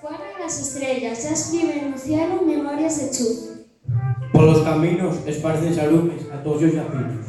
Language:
Asturian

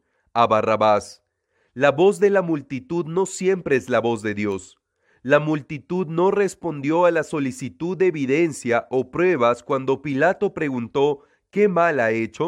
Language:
Spanish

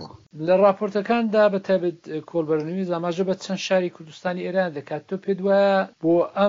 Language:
Central Kurdish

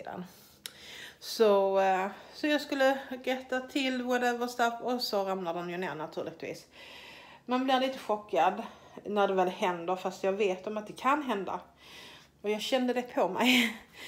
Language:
Swedish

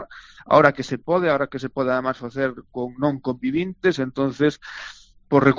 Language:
Galician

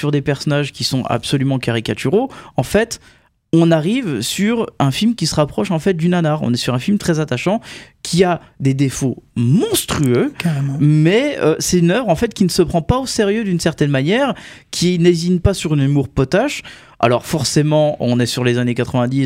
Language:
French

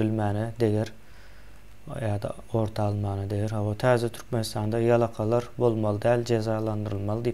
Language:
Turkmen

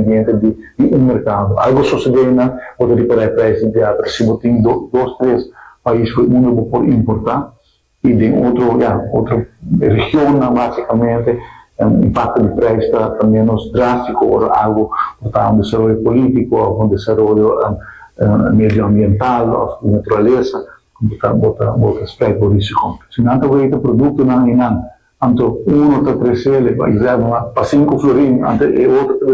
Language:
Papiamento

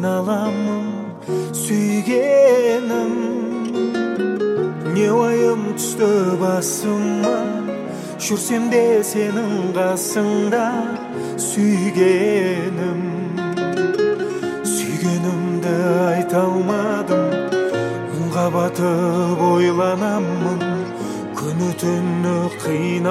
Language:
Kazakh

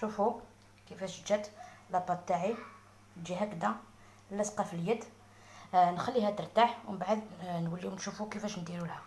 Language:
Algerian Arabic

